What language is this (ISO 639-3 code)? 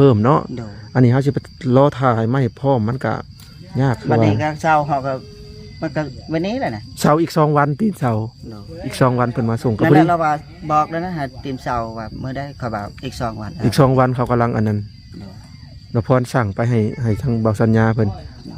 lao